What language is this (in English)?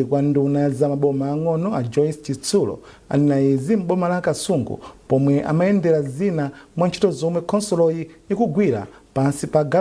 Nyanja